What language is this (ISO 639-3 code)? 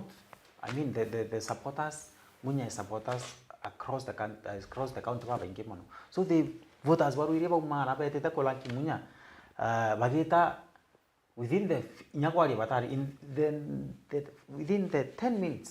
mer